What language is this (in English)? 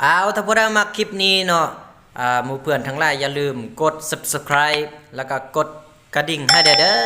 Lao